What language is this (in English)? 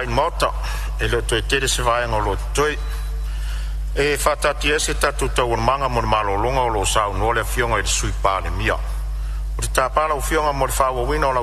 Samoan